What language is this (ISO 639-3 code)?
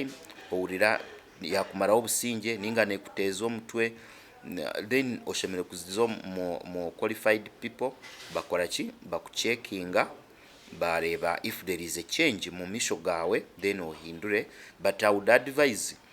nyn